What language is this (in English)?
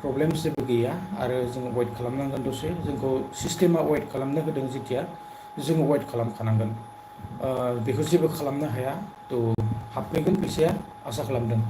Bodo